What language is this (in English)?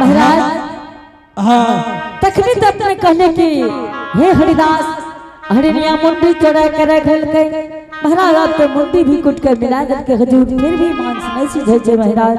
Angika